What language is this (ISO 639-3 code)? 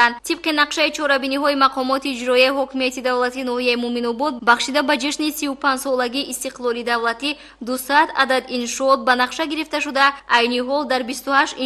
tgk